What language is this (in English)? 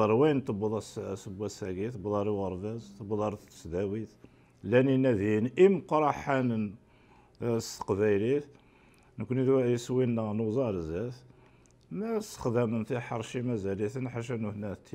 Kabyle